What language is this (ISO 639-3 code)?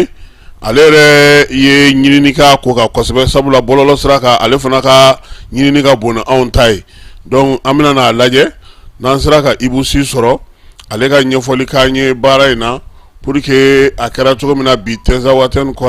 bam